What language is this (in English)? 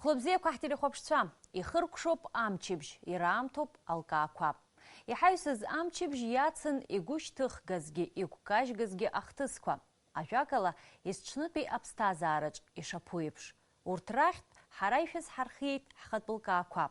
Abkhazian